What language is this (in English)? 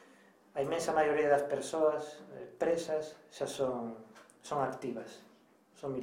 Galician